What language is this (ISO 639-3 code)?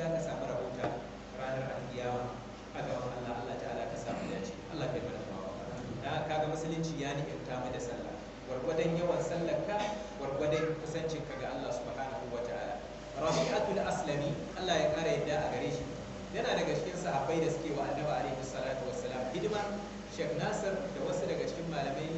hau